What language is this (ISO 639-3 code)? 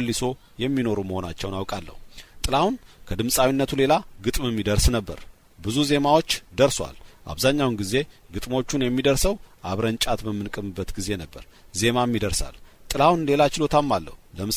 amh